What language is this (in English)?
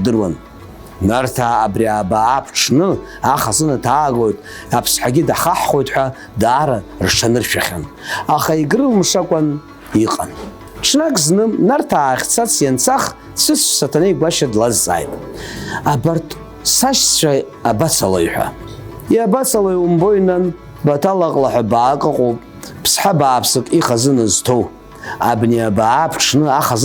Abkhazian